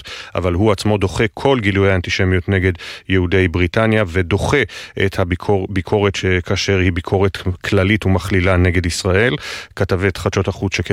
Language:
Hebrew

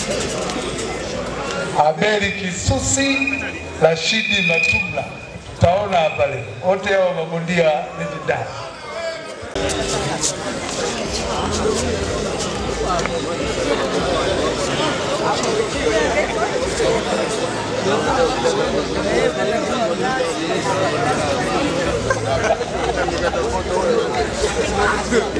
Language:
Swahili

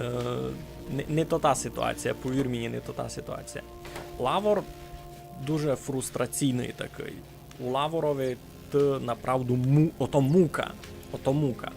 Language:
Rusyn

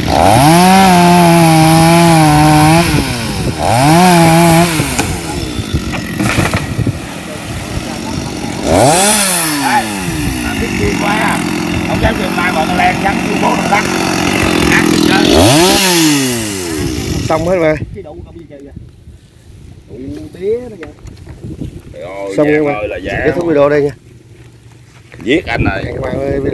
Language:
Vietnamese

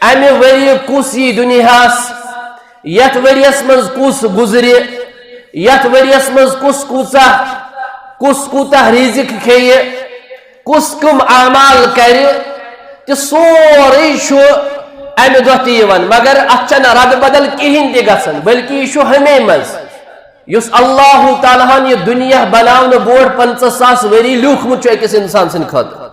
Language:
Kashmiri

